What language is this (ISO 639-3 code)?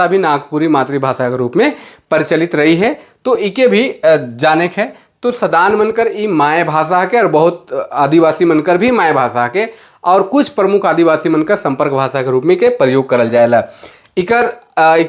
sck